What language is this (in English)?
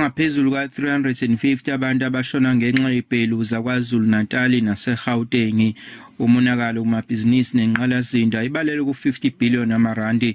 Zulu